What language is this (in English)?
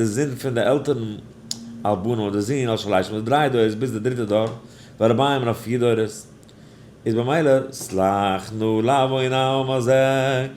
Yiddish